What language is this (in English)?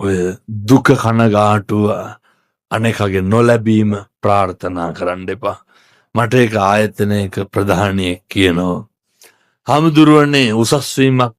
Sinhala